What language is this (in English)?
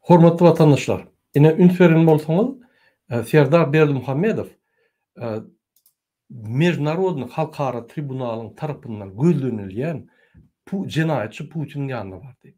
Turkmen